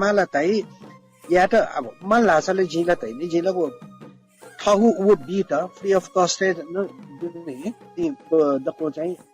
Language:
Newari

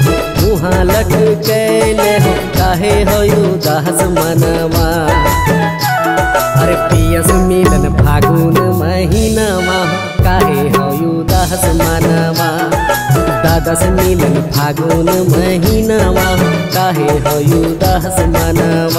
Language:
Bhojpuri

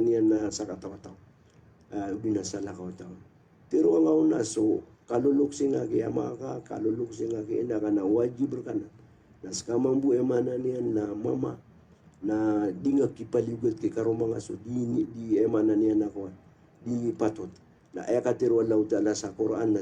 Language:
Maranao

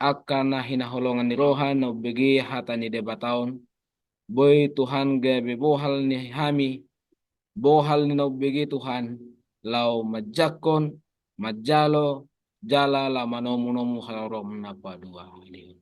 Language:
Batak Toba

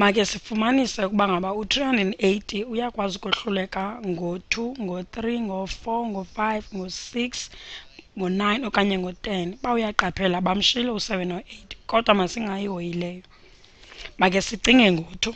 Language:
Xhosa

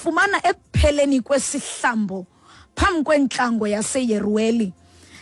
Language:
Xhosa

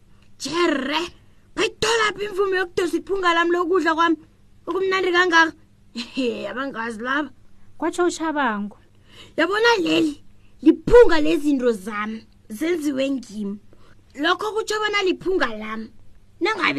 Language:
South Ndebele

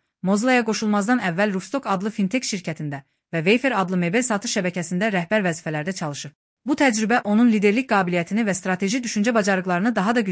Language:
Azerbaijani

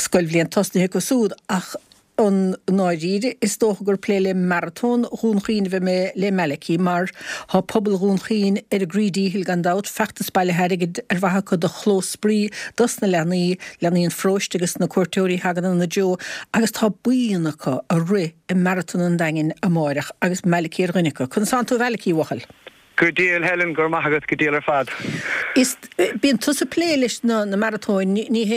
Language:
Irish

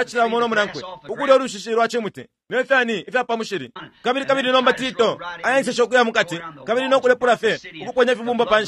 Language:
Bemba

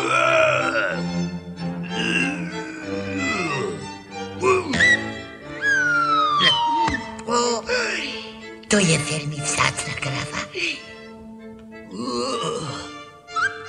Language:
Slovak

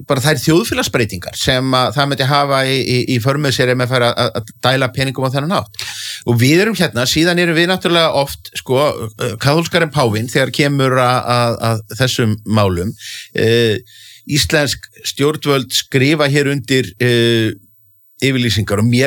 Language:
Icelandic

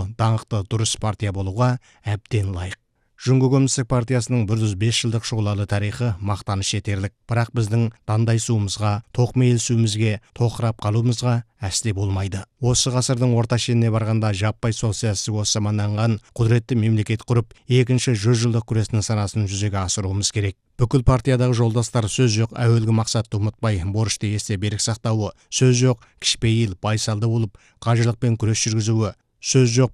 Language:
Kazakh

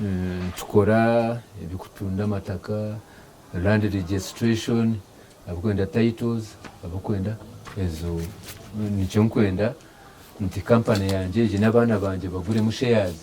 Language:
Nyankole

